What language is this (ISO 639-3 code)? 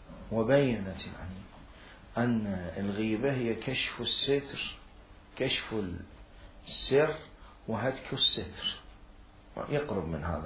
acm